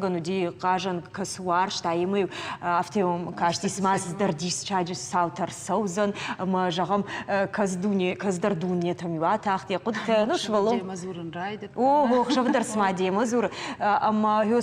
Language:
Ossetic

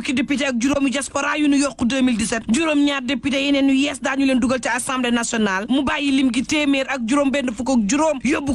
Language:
Wolof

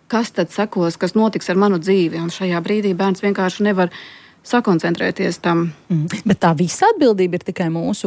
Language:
Latvian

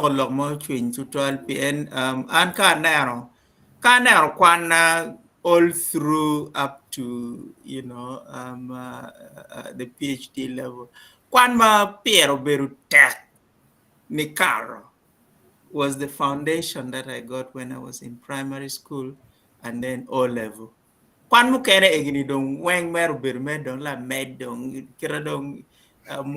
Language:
Acoli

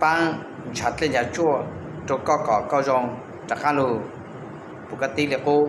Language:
Hmong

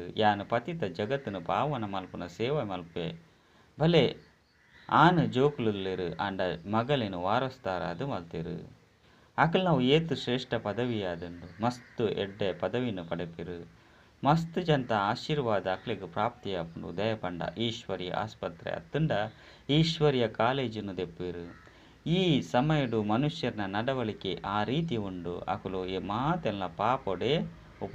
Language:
Tulu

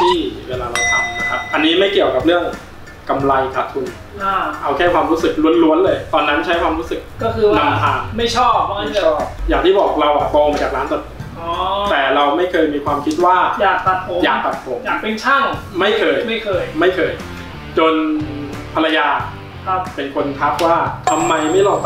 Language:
Thai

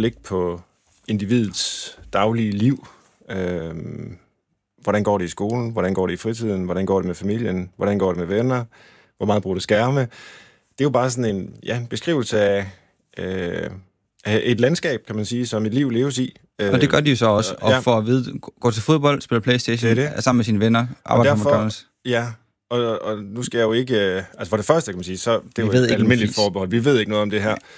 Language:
Danish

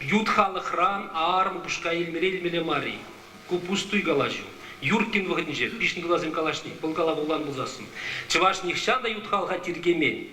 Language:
Chuvash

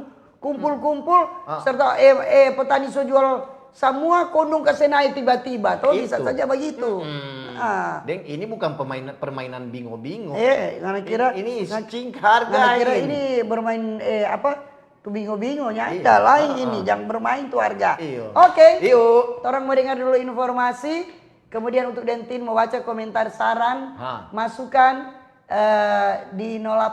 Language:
Manado Malay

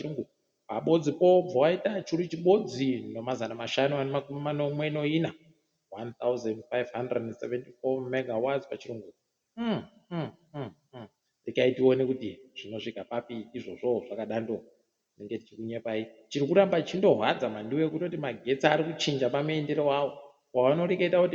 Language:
Ndau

